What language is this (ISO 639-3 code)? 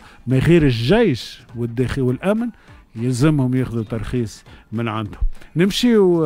aeb